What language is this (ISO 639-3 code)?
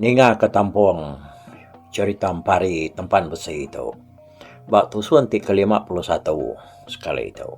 iba